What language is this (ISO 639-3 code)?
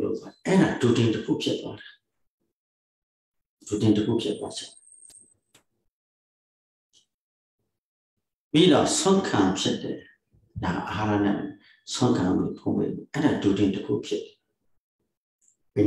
mya